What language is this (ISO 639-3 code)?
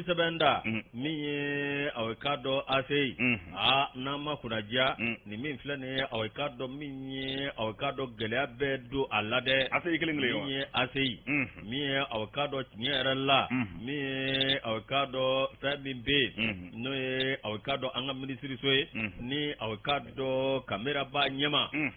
bam